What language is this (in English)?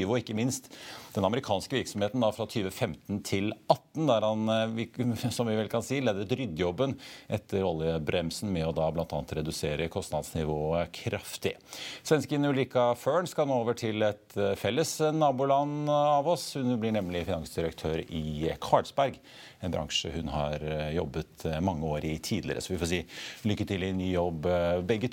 Norwegian